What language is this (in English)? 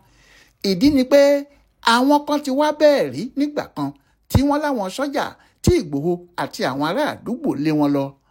Yoruba